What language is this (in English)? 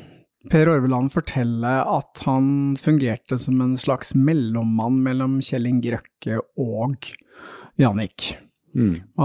Norwegian